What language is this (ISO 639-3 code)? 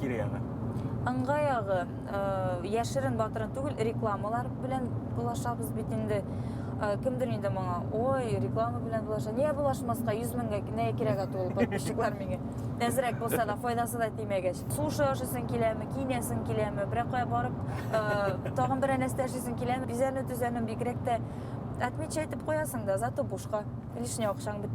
bak